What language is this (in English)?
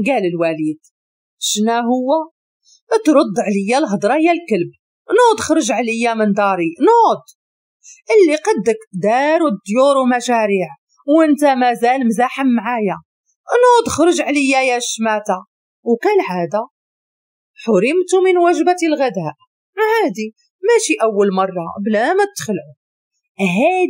Moroccan Arabic